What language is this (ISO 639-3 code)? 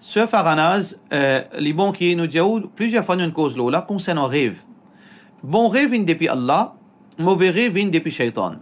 mfe